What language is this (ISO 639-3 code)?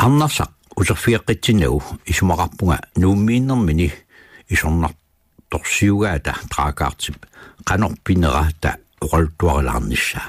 kal